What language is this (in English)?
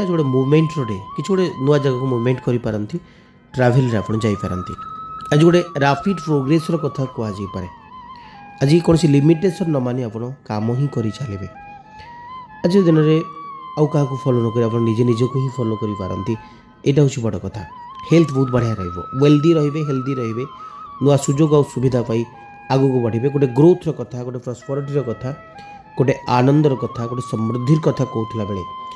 Odia